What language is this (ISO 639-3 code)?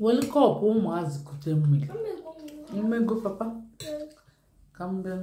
ibo